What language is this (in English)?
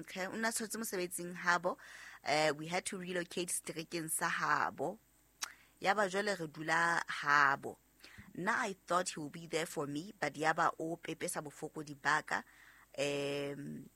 Southern Sotho